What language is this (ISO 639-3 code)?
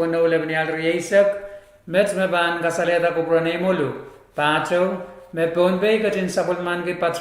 pon